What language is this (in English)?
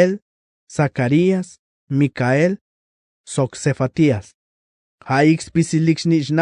Tzeltal